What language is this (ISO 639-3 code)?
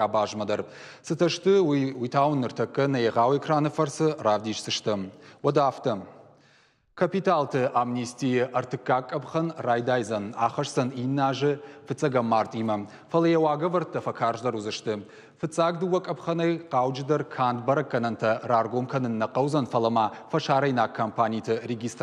oss